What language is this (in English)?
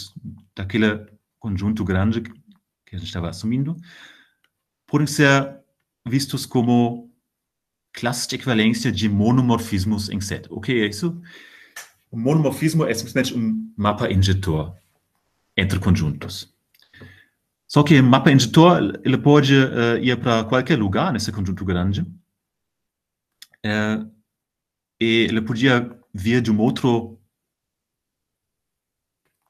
Portuguese